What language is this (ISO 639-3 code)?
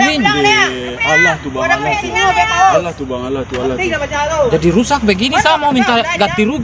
min